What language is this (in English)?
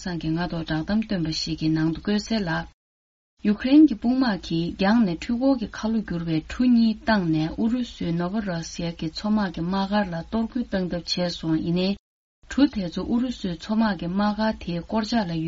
Tibetan